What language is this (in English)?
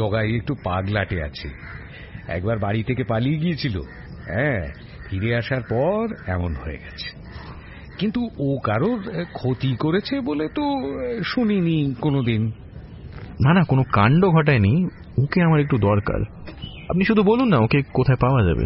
Bangla